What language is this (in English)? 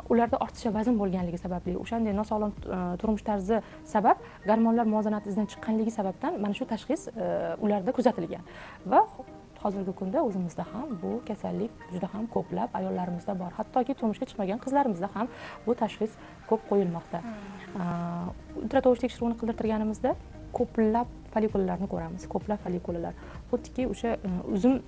Uzbek